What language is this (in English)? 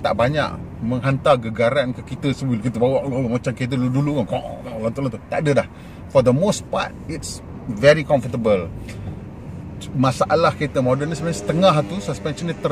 Malay